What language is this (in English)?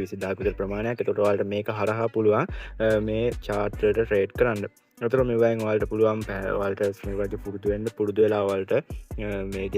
Sinhala